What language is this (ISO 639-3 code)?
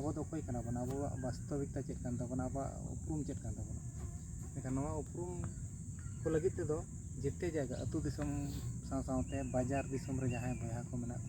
sat